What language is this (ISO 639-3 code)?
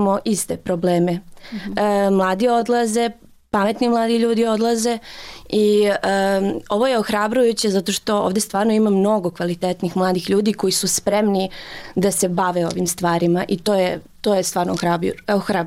bos